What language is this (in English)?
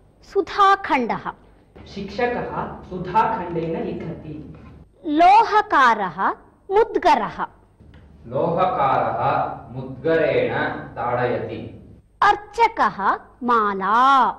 Sanskrit